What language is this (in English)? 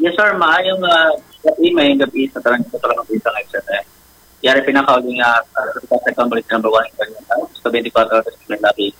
Hiligaynon